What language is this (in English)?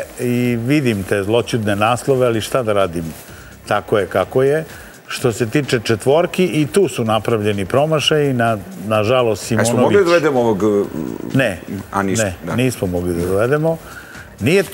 Serbian